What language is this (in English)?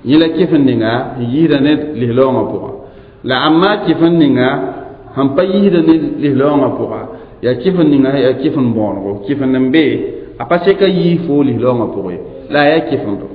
Mossi